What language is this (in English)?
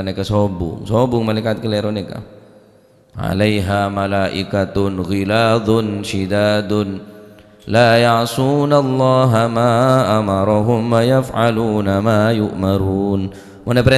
Madurese